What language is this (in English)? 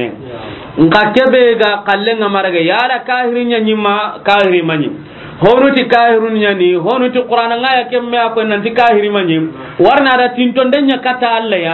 Soninke